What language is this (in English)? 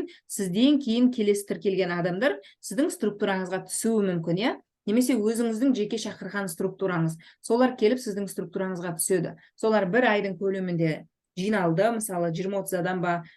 Kazakh